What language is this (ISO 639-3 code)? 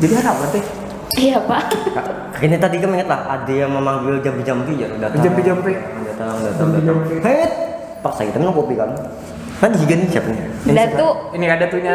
bjn